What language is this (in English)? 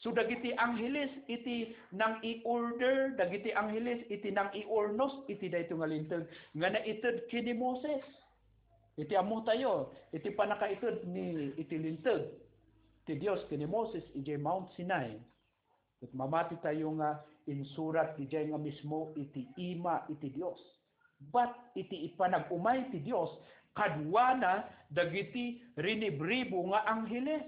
Iloko